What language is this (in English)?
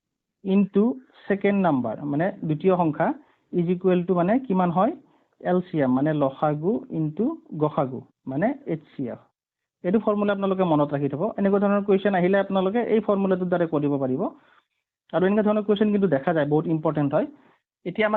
Assamese